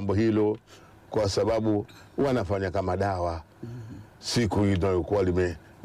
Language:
Swahili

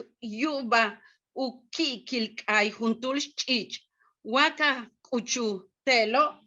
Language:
Yucateco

